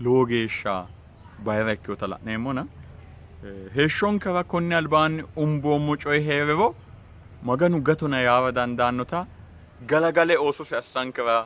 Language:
Sidamo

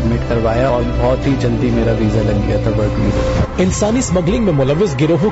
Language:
Urdu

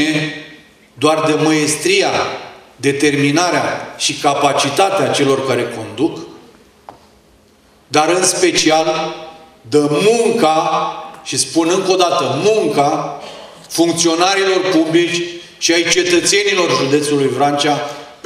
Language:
Romanian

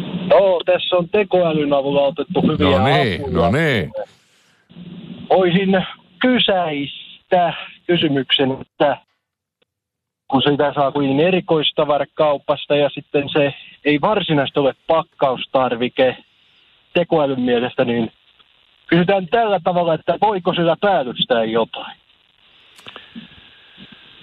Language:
Finnish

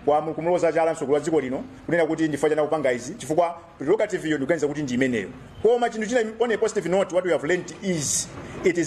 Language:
Nyanja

